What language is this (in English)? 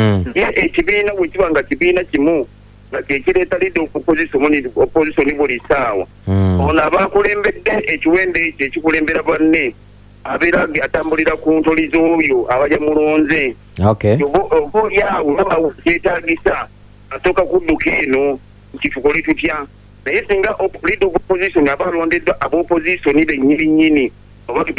Ganda